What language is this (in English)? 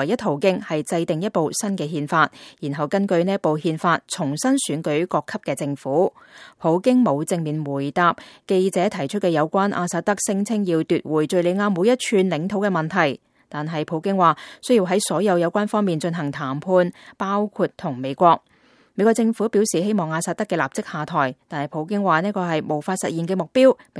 Cantonese